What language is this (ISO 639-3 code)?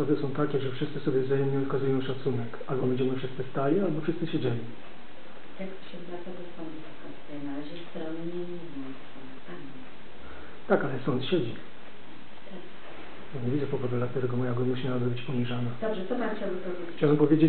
pol